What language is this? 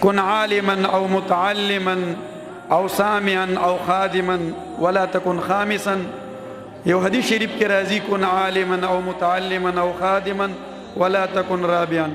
Pashto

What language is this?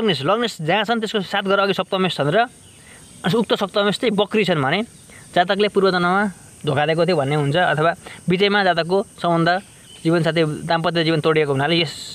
Nepali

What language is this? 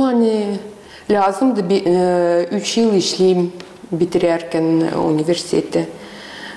Gagauz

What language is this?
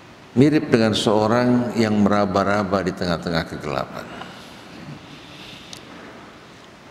Indonesian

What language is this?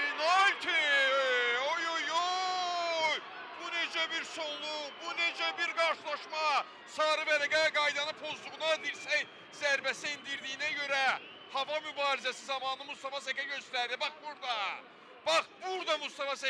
Azerbaijani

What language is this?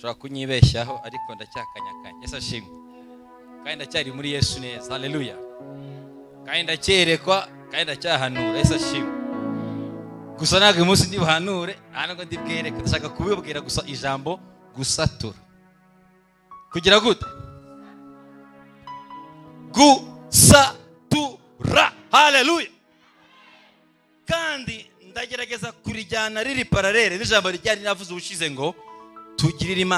Kinyarwanda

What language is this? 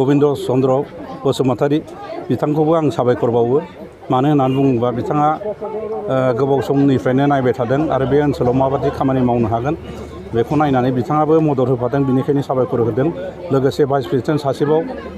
Bodo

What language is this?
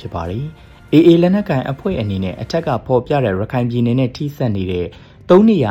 Burmese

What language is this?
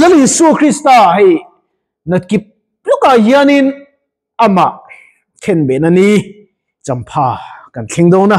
Mizo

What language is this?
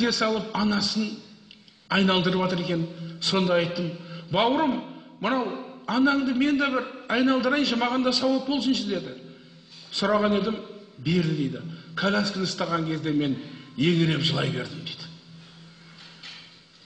Kazakh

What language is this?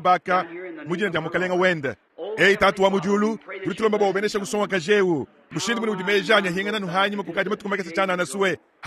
Luba-Lulua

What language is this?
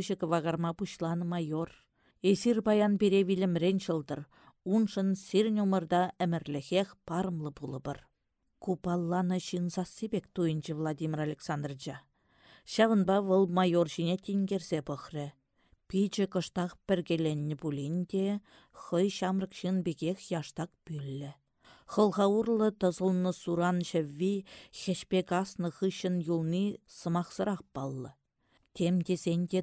Chuvash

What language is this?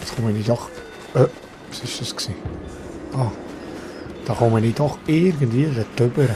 Swiss German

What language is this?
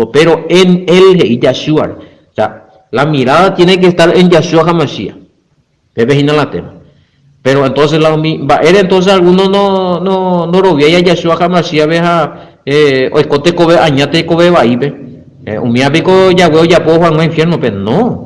Guarani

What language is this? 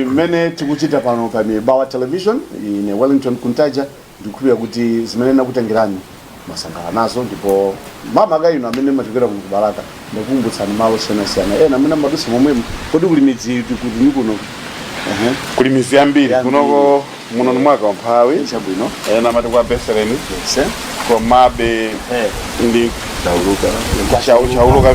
Nyanja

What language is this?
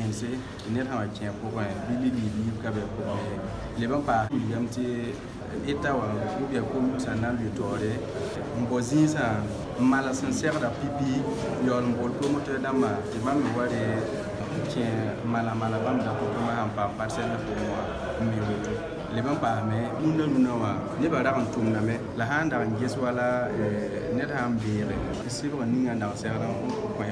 Mossi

